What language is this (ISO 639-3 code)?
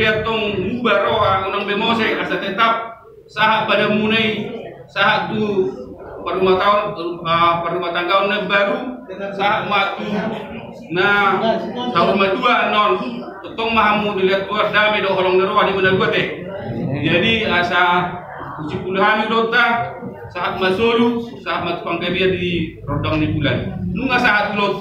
bbc